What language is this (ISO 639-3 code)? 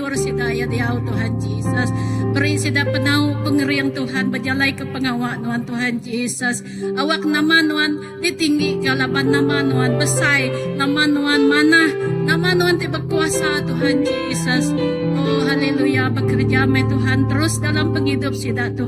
iba